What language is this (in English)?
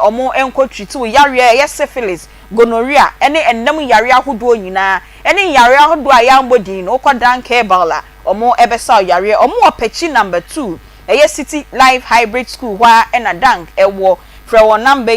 Akan